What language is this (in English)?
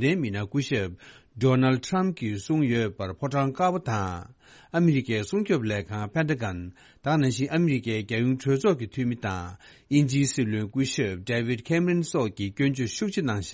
Tibetan